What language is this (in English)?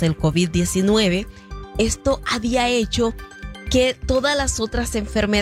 Spanish